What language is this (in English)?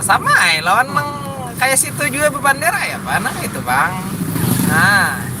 Banjar